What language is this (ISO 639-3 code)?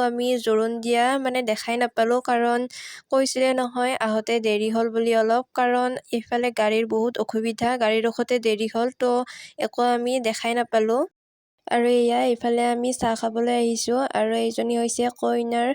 asm